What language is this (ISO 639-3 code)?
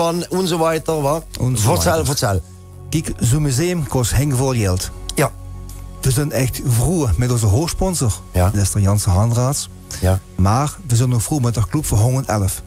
lim